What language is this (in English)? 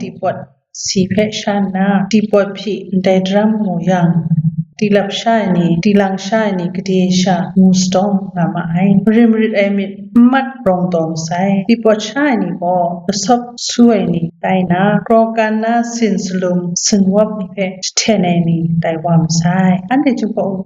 Kachin